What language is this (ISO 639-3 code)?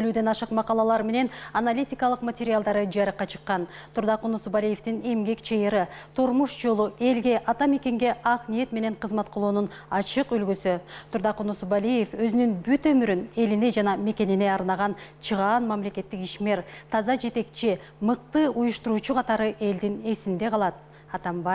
kir